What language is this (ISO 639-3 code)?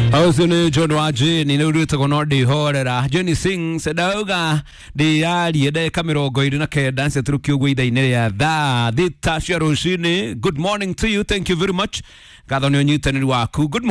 kik